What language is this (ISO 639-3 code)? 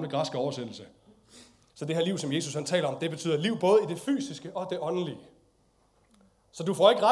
dan